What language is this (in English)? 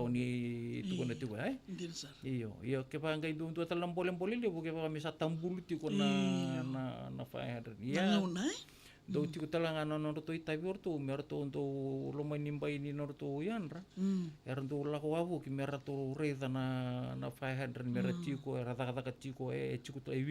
Fijian